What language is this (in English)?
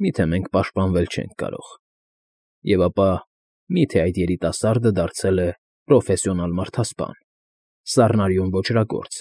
Armenian